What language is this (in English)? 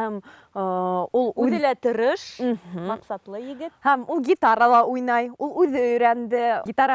Bashkir